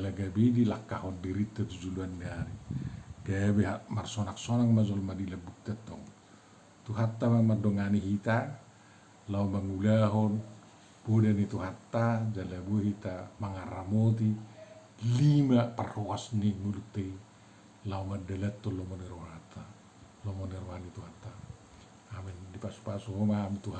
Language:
Batak Toba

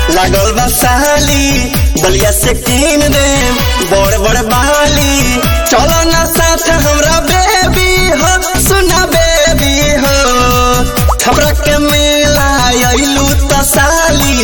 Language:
Bhojpuri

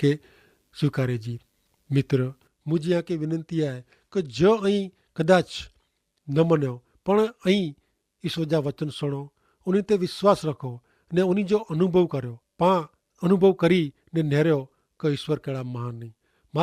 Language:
Kachhi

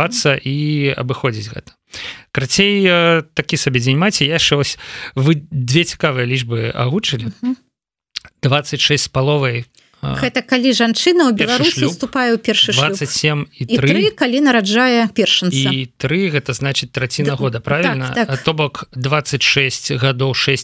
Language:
Belarusian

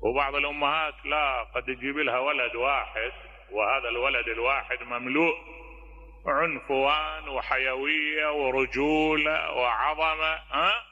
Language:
Mesopotamian Arabic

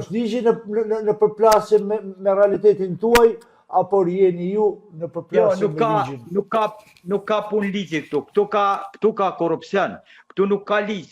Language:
Albanian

